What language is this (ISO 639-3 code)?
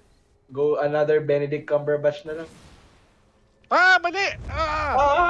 fil